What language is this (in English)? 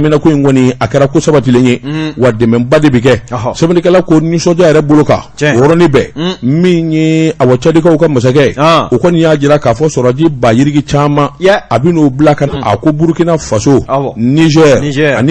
Bambara